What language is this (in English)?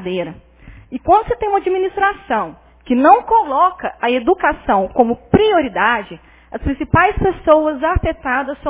Portuguese